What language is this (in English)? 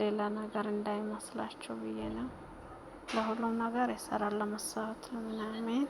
Amharic